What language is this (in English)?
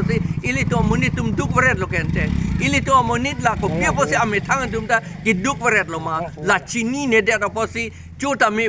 Karbi